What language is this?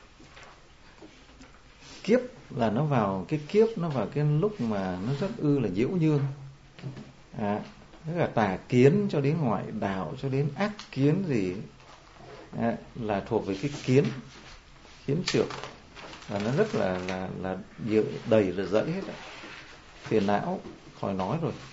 Vietnamese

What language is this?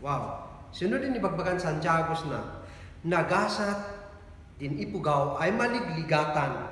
Kankanaey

